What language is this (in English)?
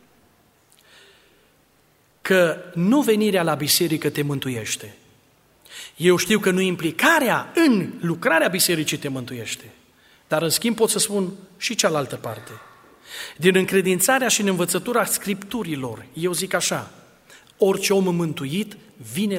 Romanian